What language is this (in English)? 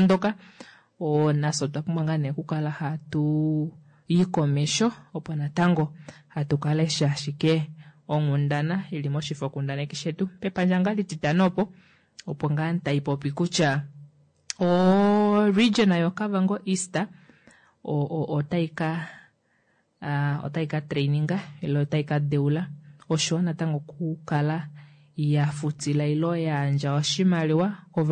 Kuanyama